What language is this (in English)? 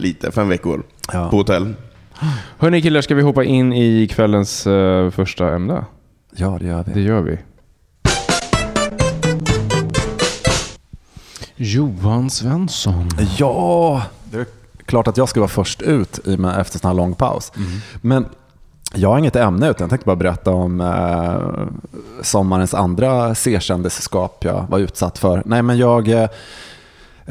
Swedish